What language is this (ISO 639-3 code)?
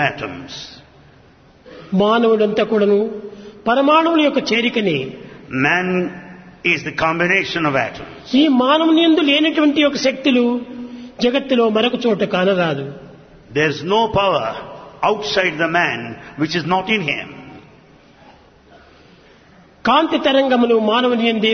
tel